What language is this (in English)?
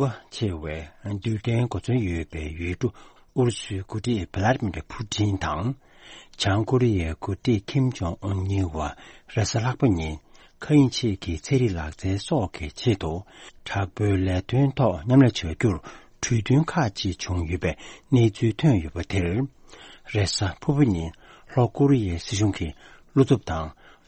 Tibetan